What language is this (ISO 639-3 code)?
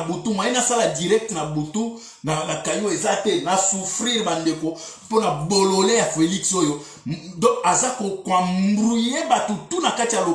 lin